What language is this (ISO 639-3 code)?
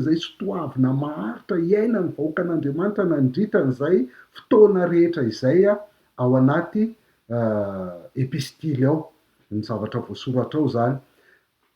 mlg